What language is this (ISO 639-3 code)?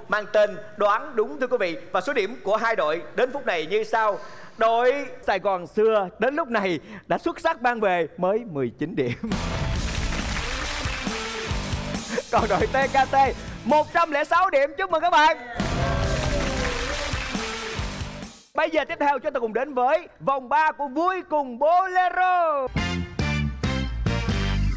vie